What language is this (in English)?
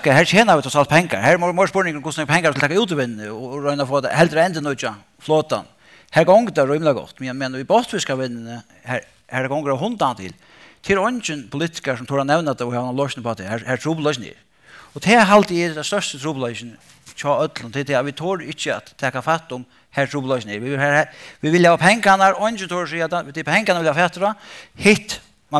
Faroese